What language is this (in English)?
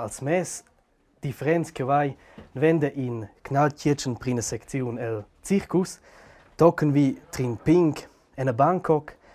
Romansh